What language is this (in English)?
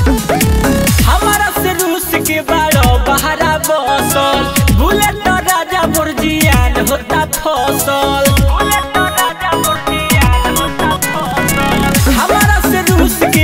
Bhojpuri